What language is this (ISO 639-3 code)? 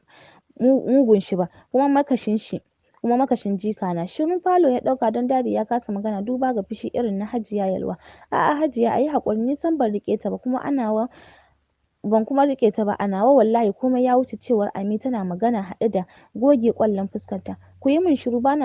hau